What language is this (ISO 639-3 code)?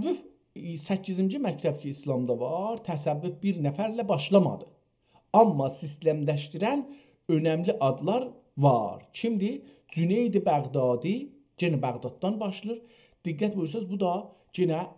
azb